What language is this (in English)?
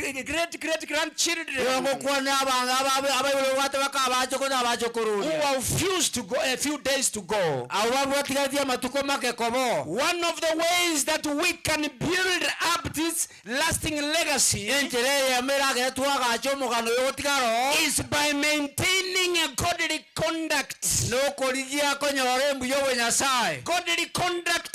Gusii